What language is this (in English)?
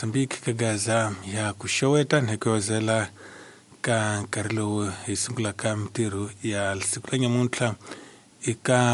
Tsonga